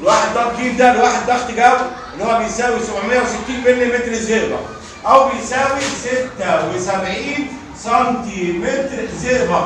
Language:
Egyptian Arabic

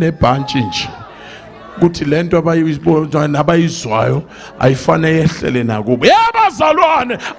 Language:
Zulu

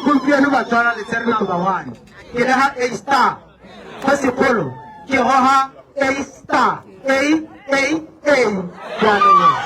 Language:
Tswana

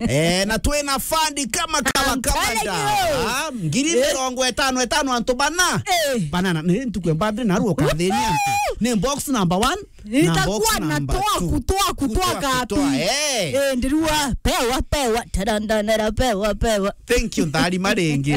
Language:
Meru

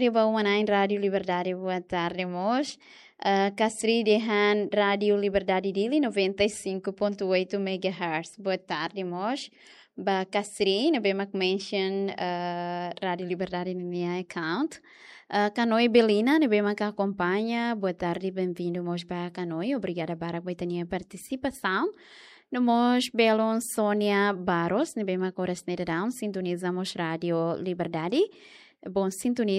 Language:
Tetum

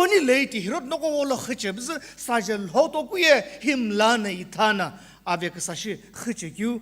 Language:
Sumi Naga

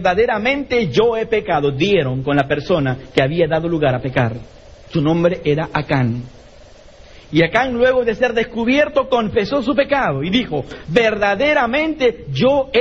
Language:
Spanish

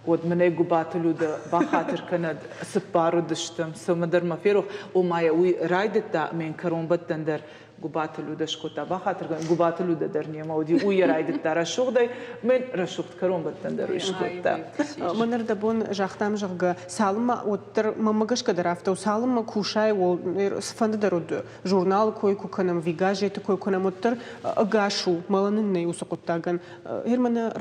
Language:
Ossetic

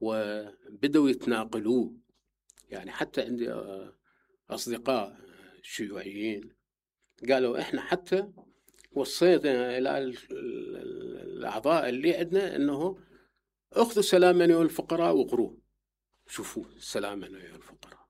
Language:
Mesopotamian Arabic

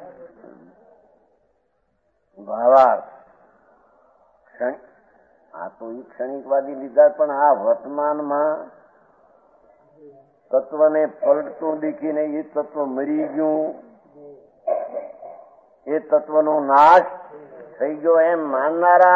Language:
Gujarati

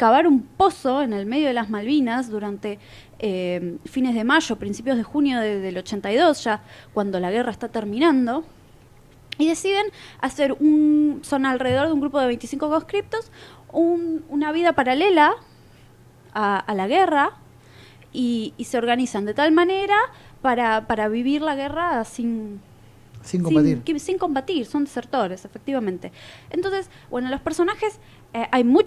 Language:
Spanish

